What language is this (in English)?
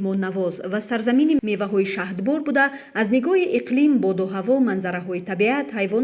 Tajik